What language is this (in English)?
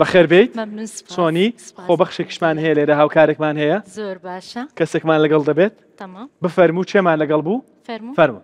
Central Kurdish